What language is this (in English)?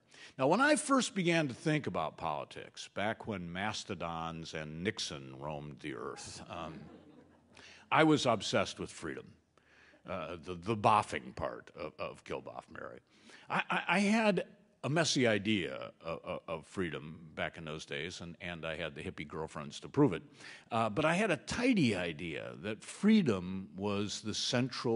English